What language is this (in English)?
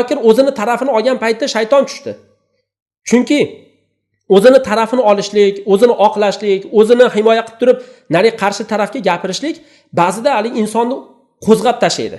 Uzbek